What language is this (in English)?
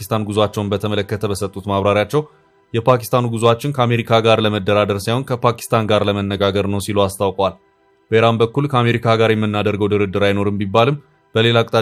Amharic